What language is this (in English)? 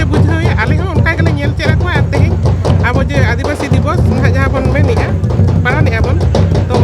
Santali